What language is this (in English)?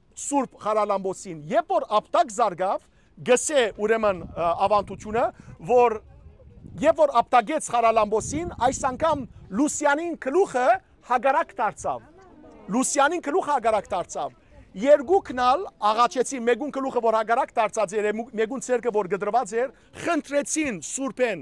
Western Armenian